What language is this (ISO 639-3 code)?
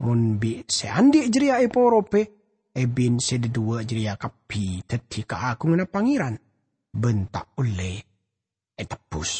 mad